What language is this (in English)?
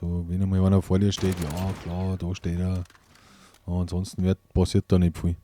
Bavarian